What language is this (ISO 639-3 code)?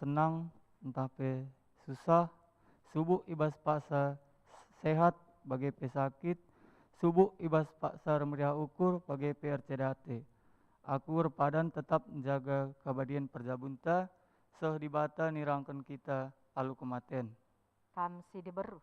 btx